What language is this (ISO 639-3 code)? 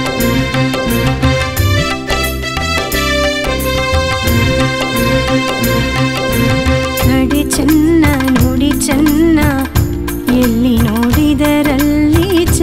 kan